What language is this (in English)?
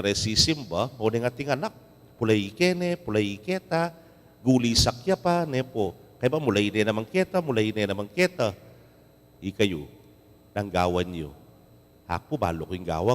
Pampanga